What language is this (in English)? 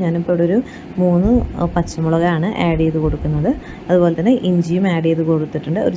Malayalam